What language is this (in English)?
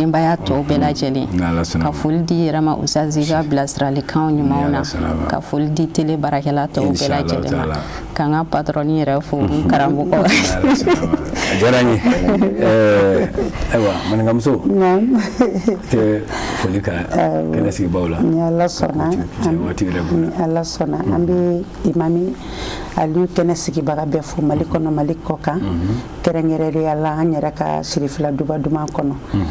Bambara